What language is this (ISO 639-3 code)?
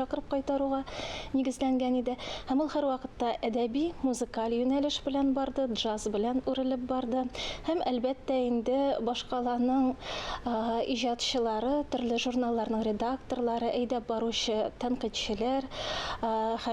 tat